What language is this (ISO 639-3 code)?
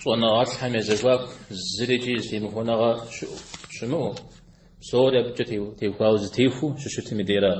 kbd